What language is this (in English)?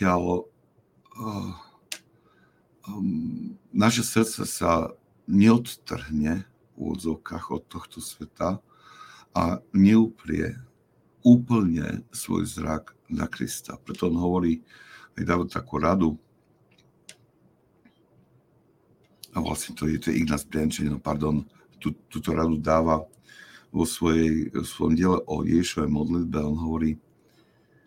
Slovak